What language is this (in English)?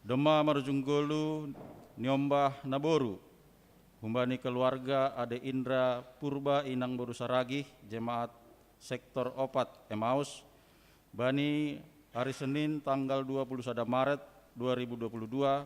Batak Simalungun